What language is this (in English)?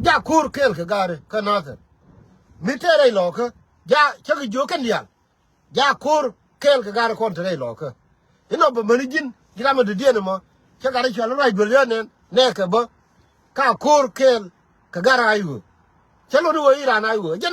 Nuer